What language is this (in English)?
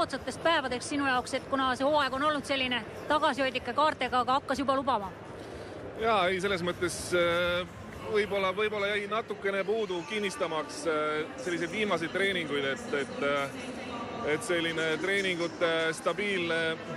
Estonian